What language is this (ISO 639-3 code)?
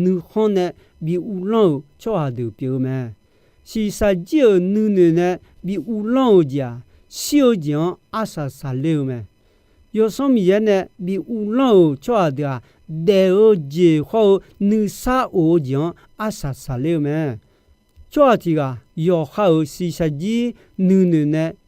ahk